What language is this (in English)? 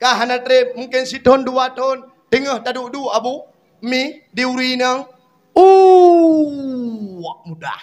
Achinese